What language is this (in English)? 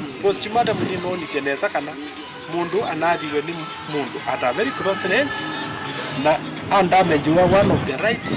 Kamba